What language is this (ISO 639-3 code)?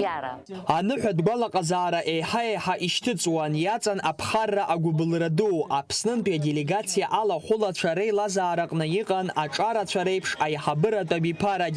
abk